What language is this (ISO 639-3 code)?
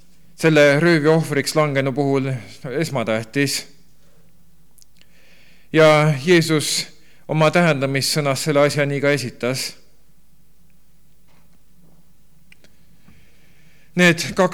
est